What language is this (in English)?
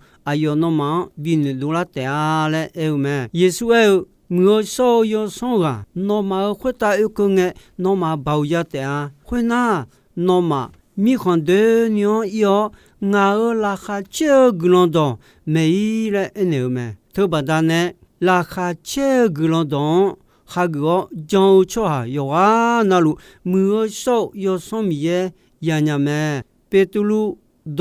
Akha